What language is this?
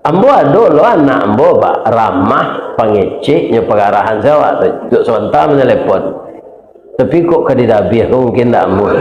Minangkabau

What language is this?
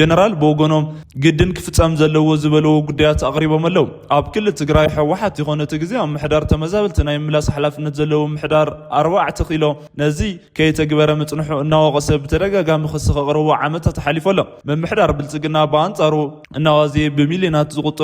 Tigrinya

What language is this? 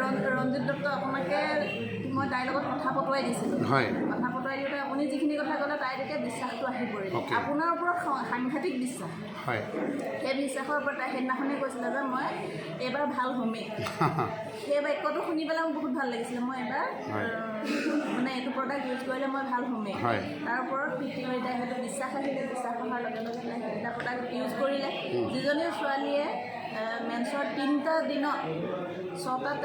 Assamese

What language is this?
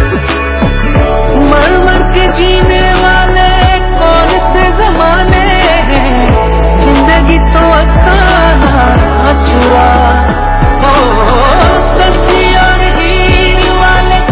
Urdu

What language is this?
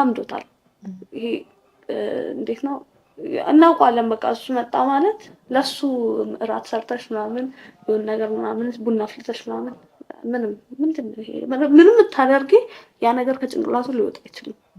Amharic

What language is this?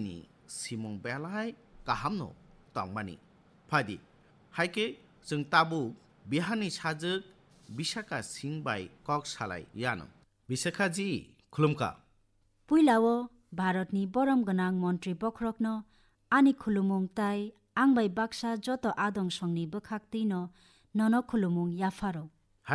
Kok Borok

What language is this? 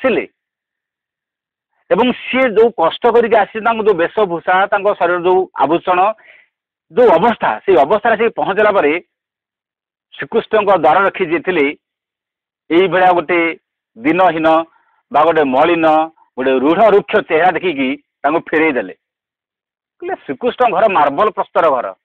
Odia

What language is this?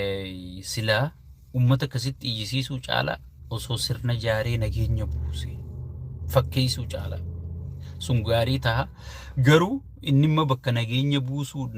Oromo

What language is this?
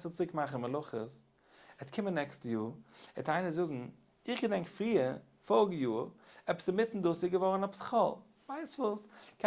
Yiddish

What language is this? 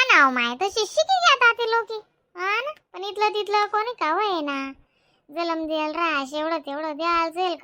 Khandesi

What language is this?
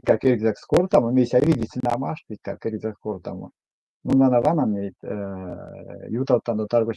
Erzya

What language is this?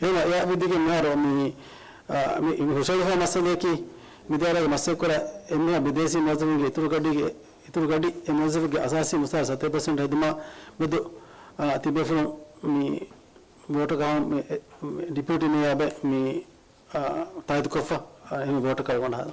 Divehi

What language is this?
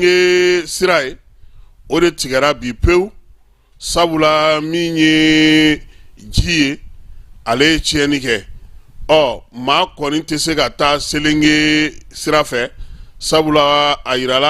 Bambara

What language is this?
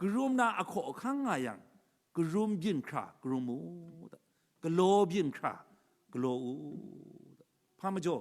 Kachin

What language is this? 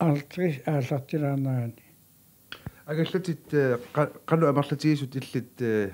Kalaallisut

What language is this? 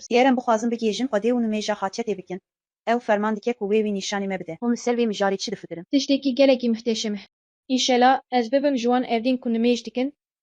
Kurdish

